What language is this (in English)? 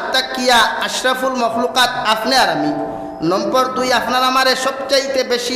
Sylheti